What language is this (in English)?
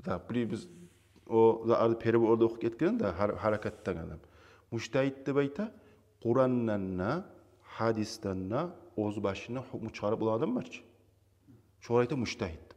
Kumyk